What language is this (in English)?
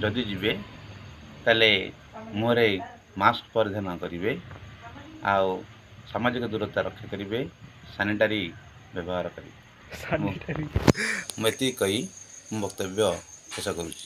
Odia